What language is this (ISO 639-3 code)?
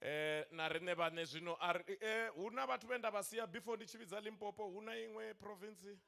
ven